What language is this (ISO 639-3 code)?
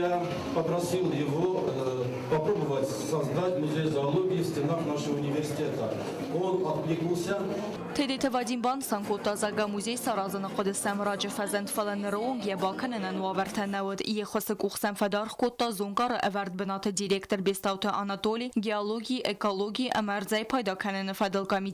oss